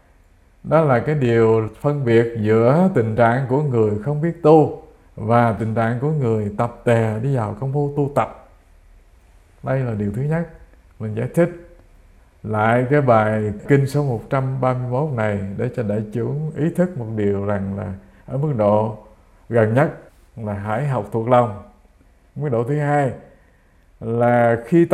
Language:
Vietnamese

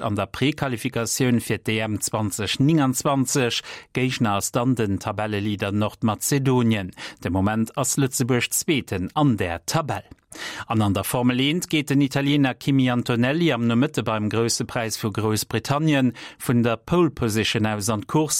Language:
Luxembourgish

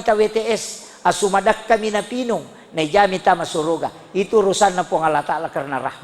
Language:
Buginese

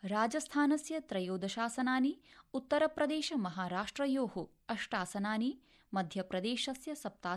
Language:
Sanskrit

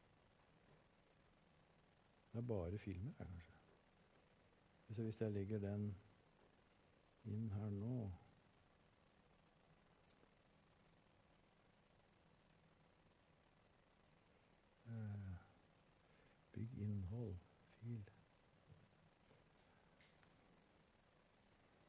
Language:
Norwegian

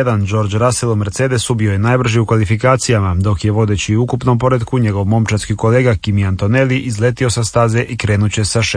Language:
Croatian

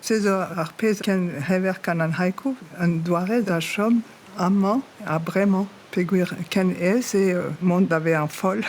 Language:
Breton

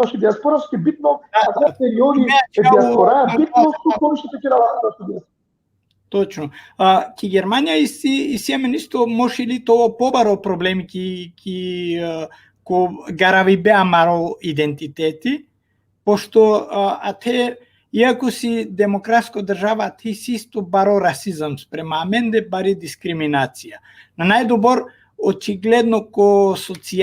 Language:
Balkan Romani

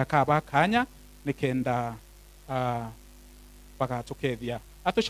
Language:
Meru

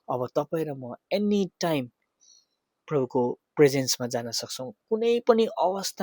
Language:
Nepali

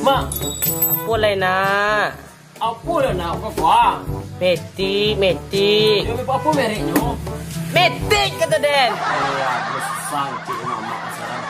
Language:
Minangkabau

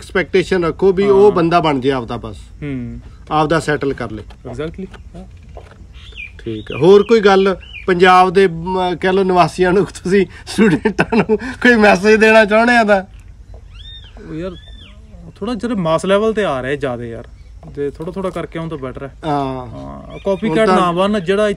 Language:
Punjabi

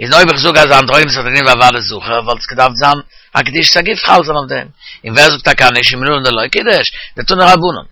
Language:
Yiddish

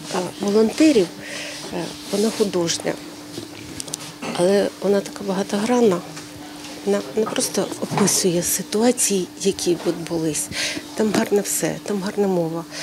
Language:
Ukrainian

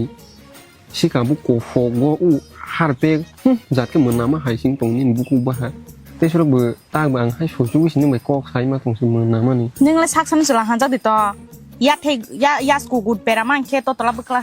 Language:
Kok Borok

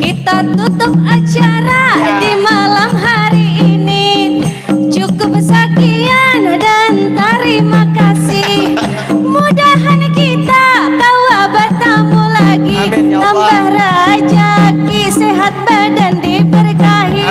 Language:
Banjar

